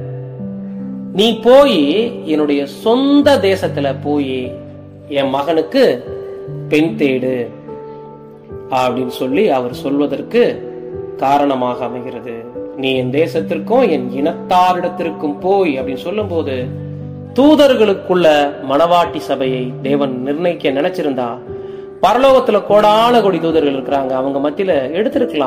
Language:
Tamil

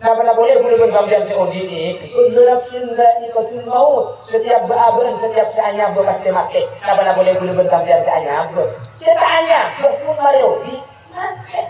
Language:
Madurese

